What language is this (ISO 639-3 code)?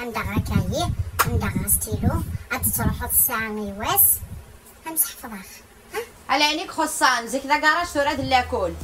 kab